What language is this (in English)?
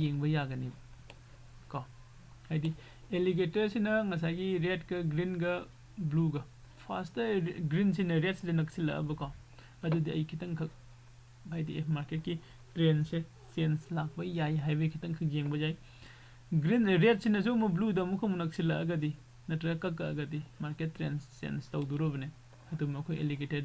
Manipuri